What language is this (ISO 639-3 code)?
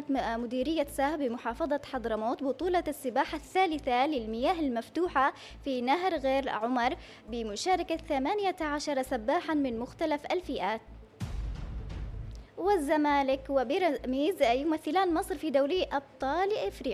ara